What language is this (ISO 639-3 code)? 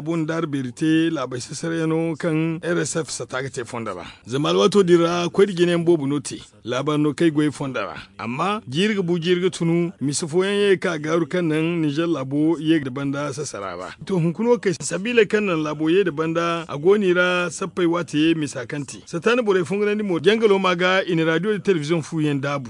dje